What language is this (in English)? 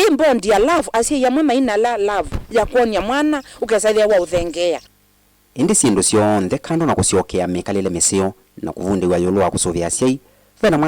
Kamba